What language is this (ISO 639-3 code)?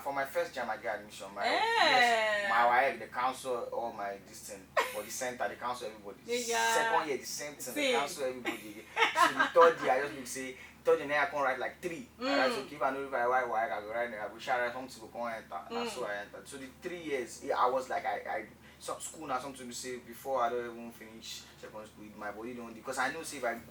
pcm